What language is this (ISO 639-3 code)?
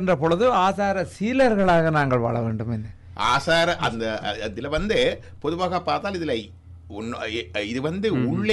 tam